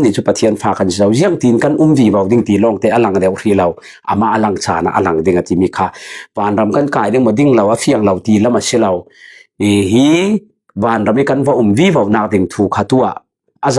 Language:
Falam Chin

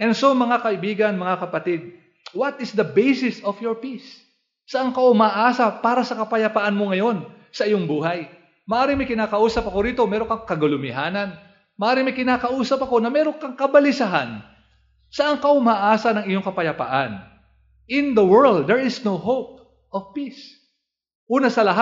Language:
Filipino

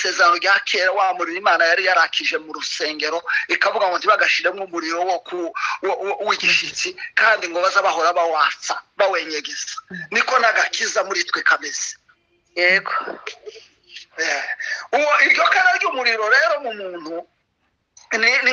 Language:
Kinyarwanda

